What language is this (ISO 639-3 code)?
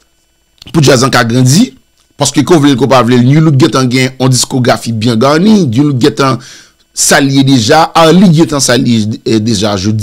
hat